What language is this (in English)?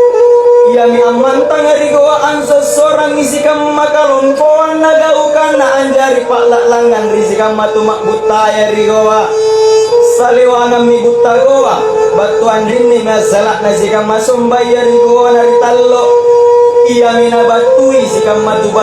Makasar